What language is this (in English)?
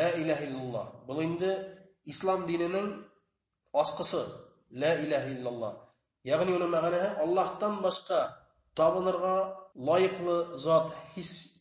Bashkir